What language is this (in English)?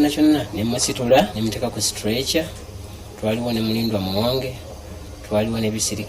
Ganda